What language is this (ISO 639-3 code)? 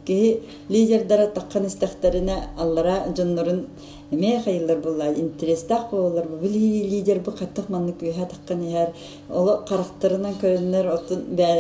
sah